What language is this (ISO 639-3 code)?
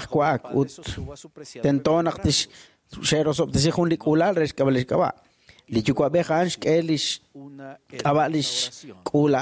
kek